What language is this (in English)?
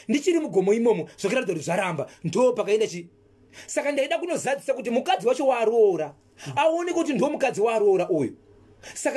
Shona